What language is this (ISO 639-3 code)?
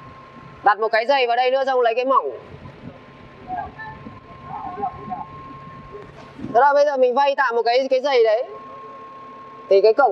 vie